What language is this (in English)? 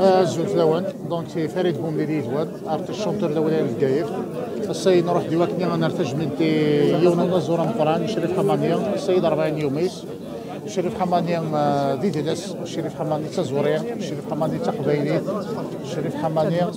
Algerian Arabic